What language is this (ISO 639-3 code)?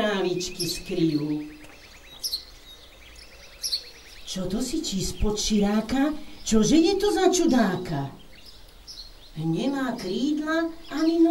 slk